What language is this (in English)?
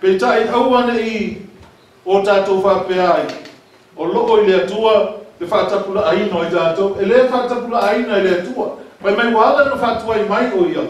Samoan